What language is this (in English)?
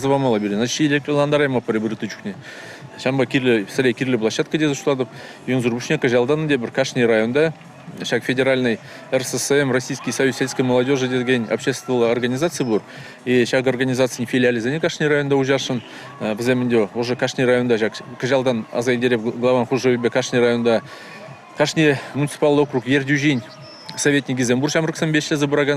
Chuvash